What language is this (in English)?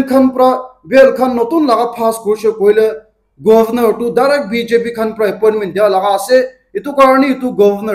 Naga Pidgin